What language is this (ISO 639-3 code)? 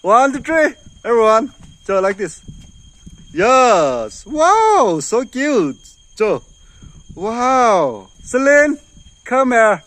nmf